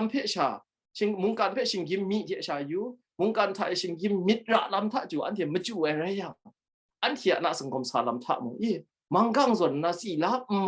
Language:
Kachin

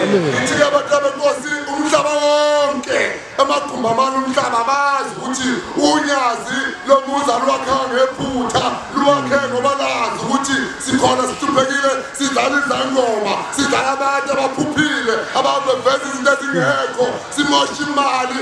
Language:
Zulu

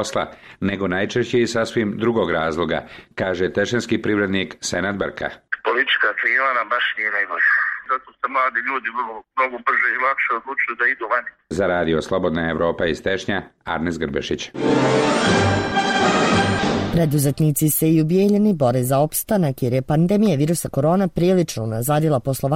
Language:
Bosnian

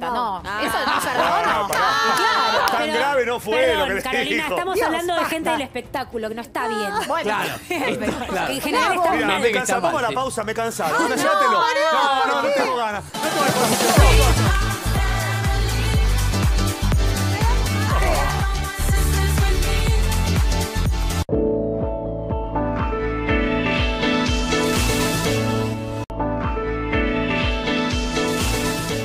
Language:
Spanish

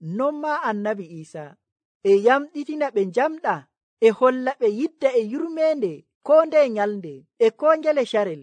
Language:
Nigerian Fulfulde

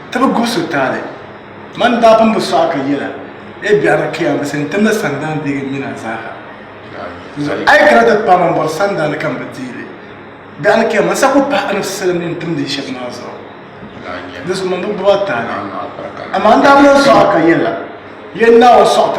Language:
Dagbani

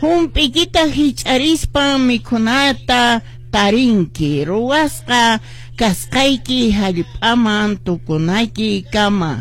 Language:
Quechua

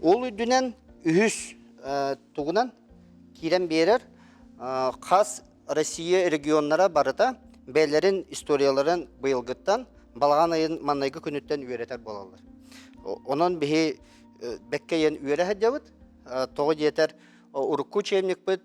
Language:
Yakut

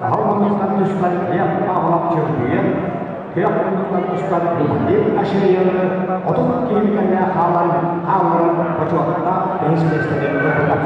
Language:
Yakut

